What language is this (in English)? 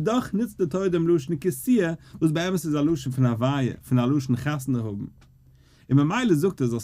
Yiddish